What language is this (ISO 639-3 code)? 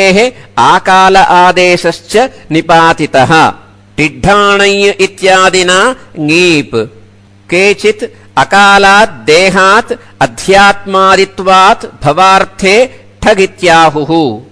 san